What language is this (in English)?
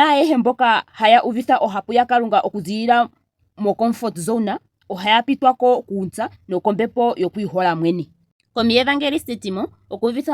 Ndonga